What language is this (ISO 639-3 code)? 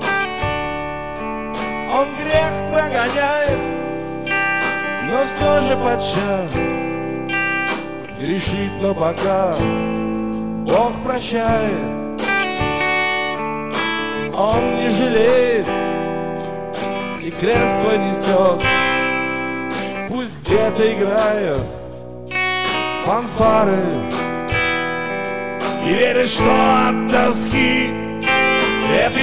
rus